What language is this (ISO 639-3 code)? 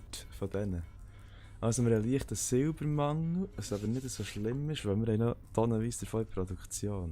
gsw